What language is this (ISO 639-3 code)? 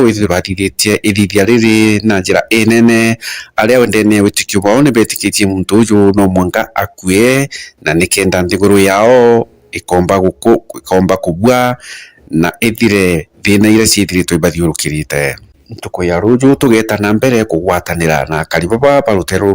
mer